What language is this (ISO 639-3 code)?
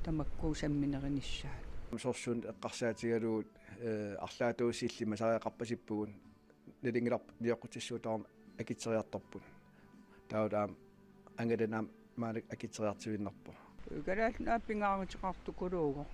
kal